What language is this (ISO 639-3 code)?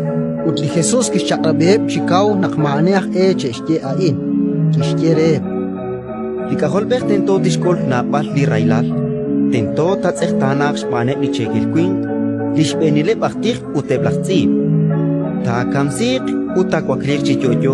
kek